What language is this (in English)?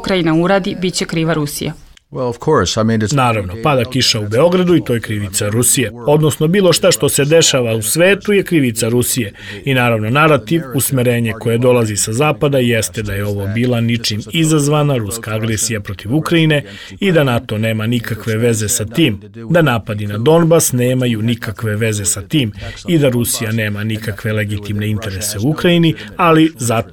Serbian